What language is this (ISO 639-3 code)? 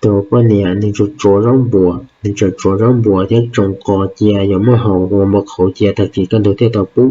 hmn